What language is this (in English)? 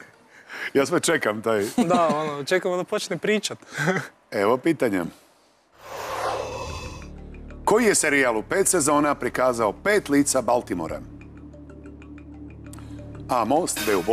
Croatian